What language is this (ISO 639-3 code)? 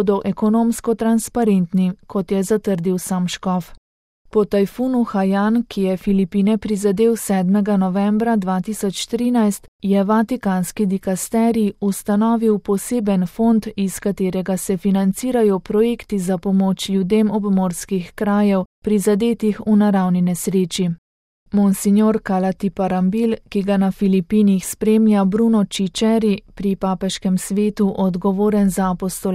slv